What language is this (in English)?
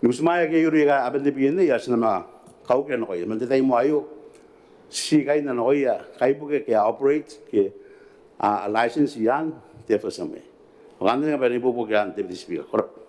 Gilbertese